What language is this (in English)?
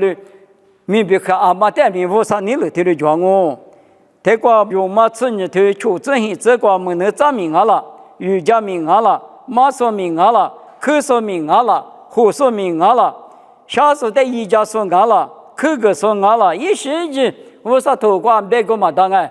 Lisu